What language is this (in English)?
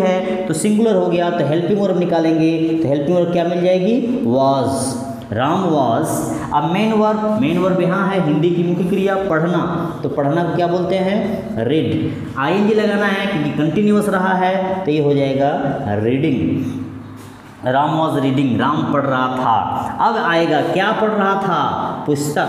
Hindi